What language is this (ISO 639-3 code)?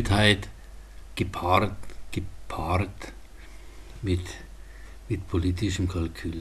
bar